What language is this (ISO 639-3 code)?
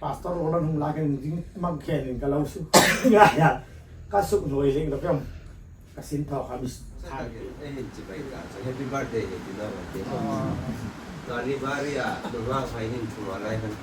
hmr